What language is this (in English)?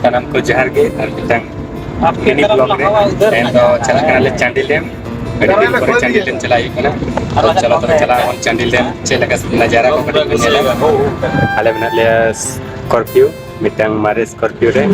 Santali